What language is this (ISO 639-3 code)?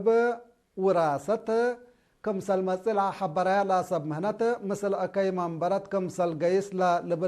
tig